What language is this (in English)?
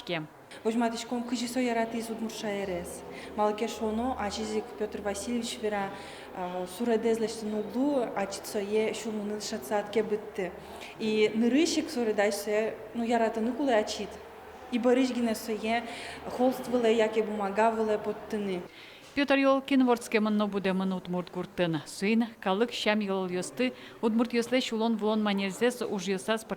Udmurt